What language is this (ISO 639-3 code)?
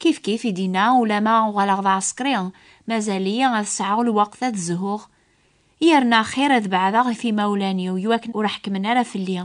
kab